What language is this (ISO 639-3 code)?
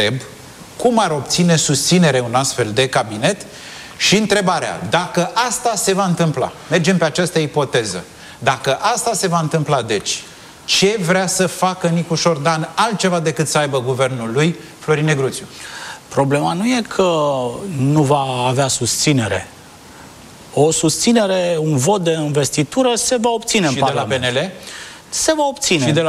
ron